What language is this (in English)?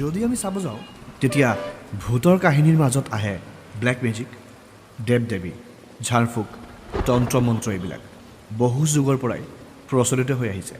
Assamese